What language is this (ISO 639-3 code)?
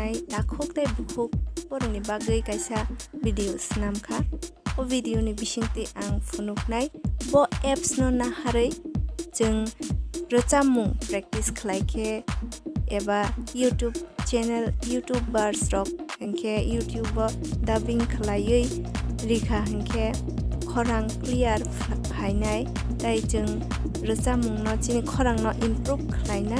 trp